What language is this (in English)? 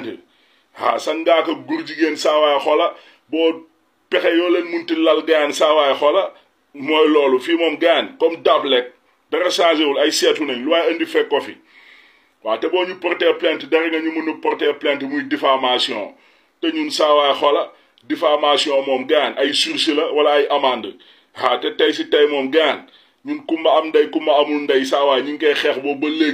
Wolof